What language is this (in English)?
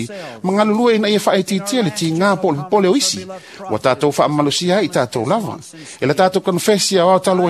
Samoan